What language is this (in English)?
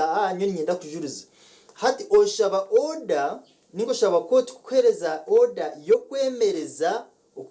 Nyankole